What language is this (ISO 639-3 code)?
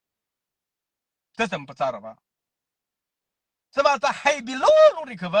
mrh